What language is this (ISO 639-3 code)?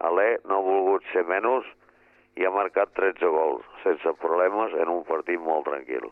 cat